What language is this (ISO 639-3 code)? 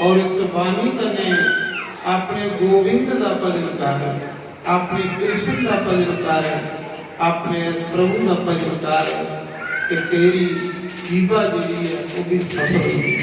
doi